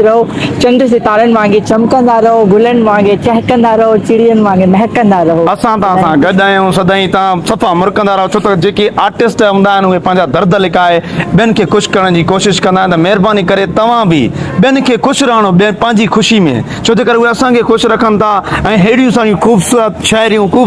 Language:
Sindhi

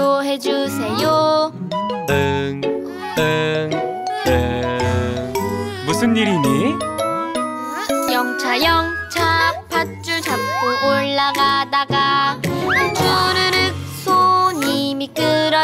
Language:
Korean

